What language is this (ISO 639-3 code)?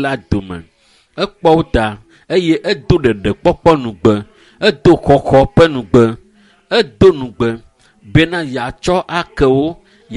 ewe